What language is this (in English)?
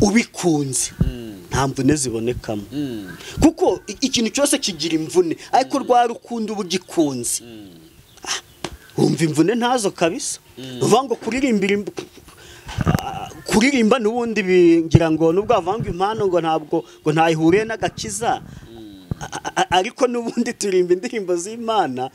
Kinyarwanda